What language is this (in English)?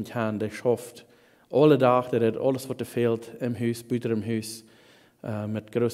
Plautdietsch